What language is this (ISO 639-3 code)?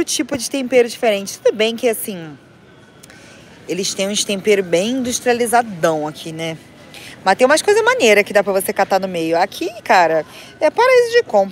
por